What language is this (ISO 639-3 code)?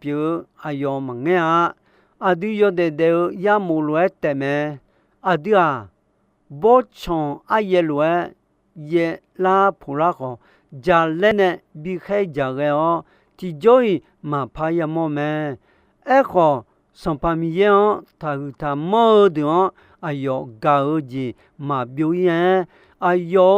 ahk